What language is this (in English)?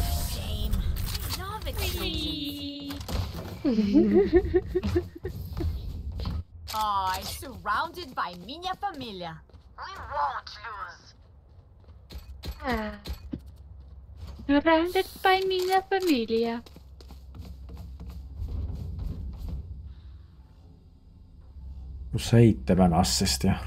Finnish